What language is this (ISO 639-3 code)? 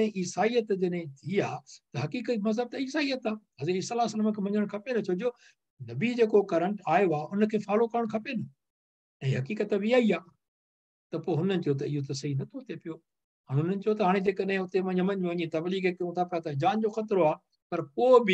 snd